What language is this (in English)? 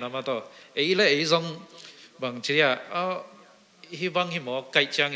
Tedim Chin